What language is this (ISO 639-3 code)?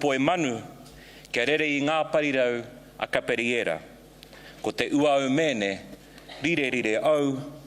mri